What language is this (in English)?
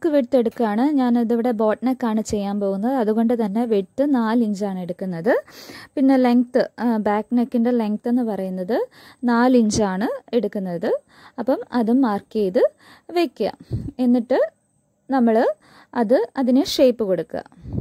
Malayalam